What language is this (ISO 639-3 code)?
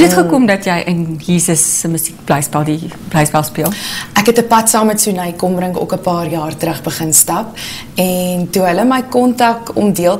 afr